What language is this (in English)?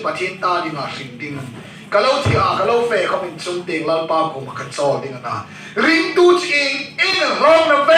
Hmar